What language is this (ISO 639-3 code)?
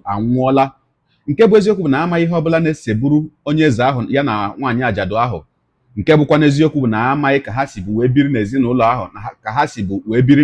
ibo